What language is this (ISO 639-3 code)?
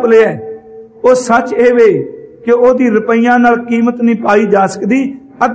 pan